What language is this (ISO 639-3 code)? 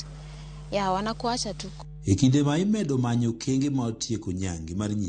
luo